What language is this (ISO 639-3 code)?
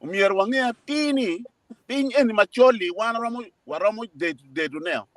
ach